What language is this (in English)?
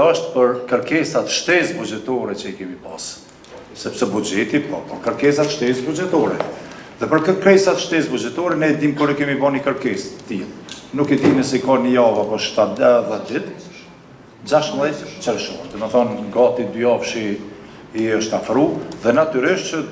Albanian